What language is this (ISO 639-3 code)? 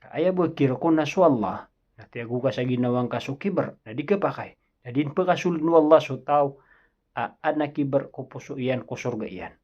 mrw